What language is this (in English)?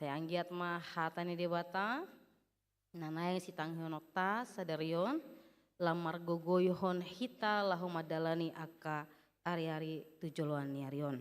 Batak Toba